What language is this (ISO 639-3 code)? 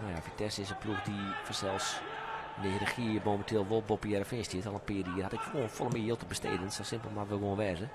fry